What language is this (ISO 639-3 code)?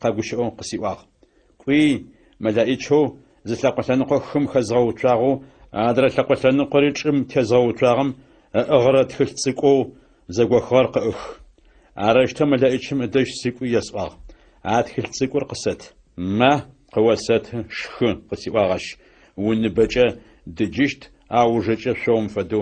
ady